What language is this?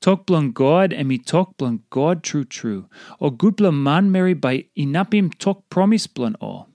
Tok Pisin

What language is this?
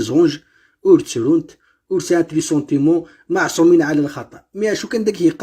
Kabyle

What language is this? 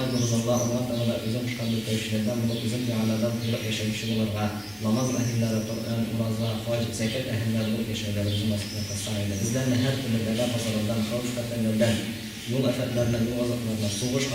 Tatar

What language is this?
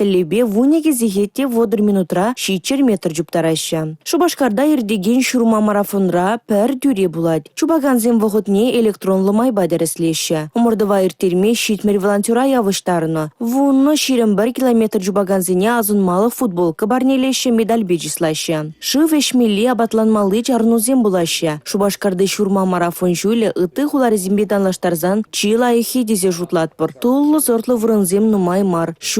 Chuvash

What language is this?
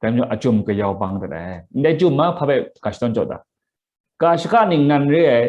Kachin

